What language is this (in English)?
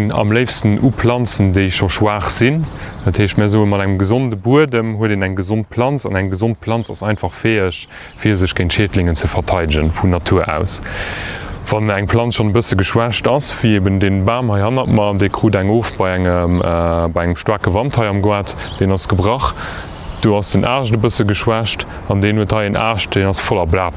Luxembourgish